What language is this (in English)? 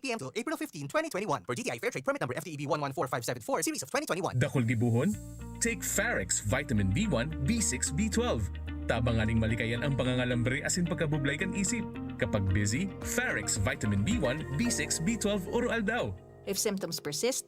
Bikol